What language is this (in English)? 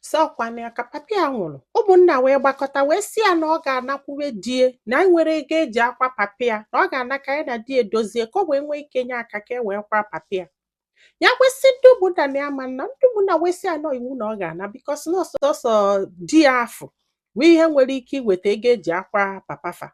Igbo